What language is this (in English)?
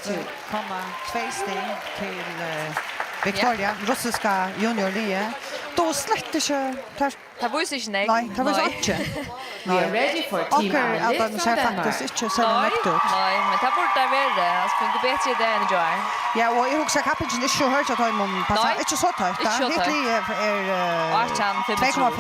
Faroese